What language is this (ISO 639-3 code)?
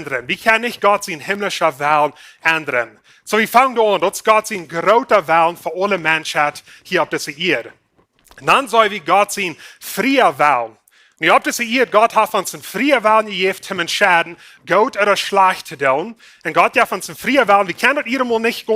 pdt